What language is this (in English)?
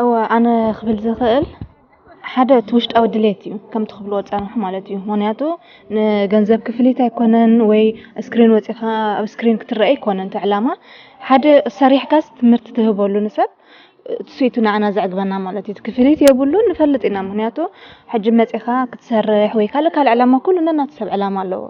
Tigrinya